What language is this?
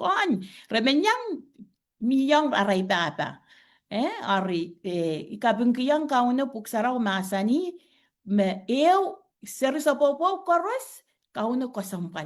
Pohnpeian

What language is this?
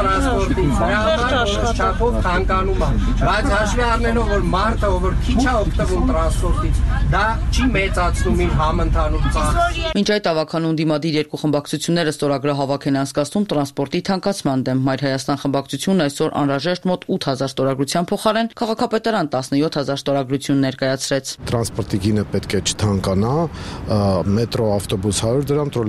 Armenian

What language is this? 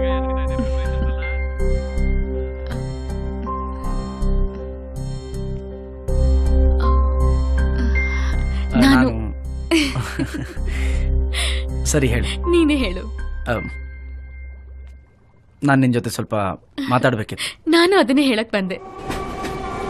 Kannada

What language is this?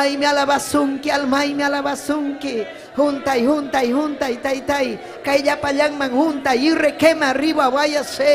Ayacucho Quechua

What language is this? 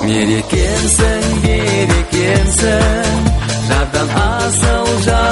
Kazakh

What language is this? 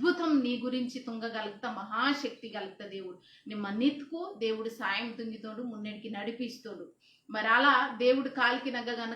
Koya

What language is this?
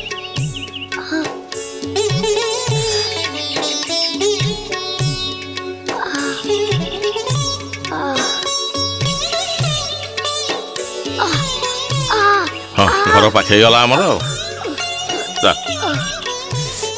Odia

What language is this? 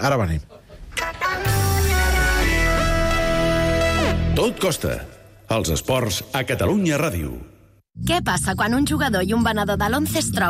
Catalan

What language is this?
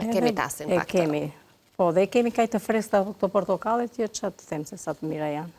Albanian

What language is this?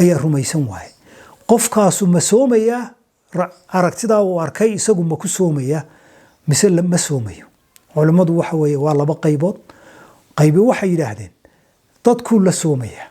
Somali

